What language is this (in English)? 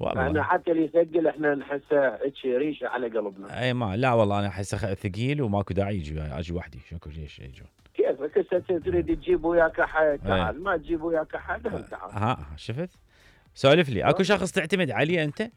Mesopotamian Arabic